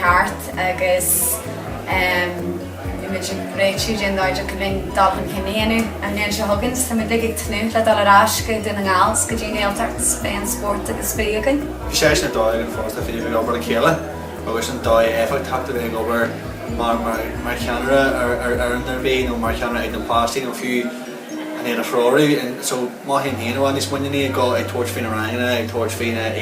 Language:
Irish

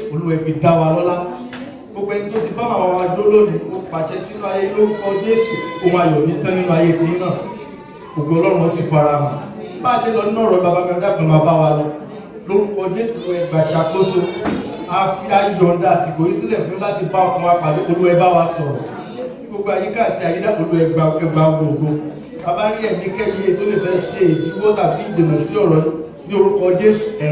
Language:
Yoruba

